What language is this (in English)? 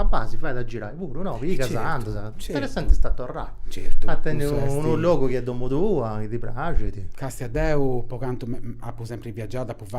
Sardinian